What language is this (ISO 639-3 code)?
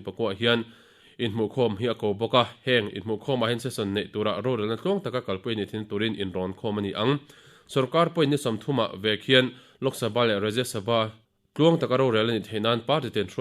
lus